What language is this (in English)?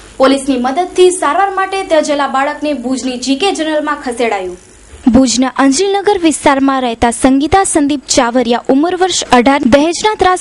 Gujarati